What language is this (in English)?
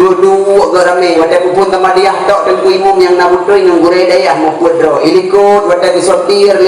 Achinese